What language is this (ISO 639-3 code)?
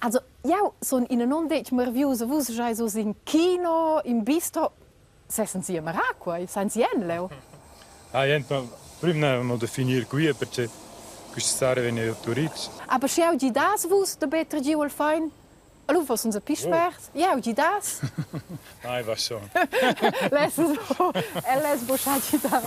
roh